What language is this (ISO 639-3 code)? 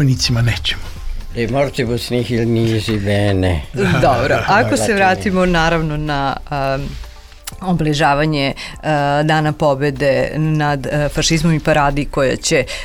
srp